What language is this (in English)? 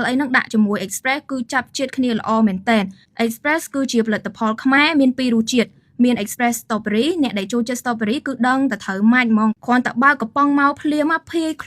Khmer